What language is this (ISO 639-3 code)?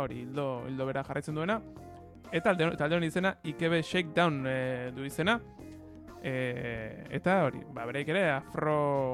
eus